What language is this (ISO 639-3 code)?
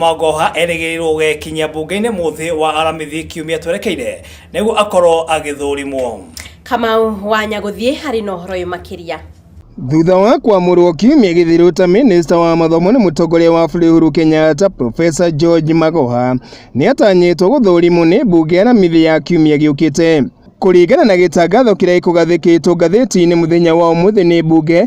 kik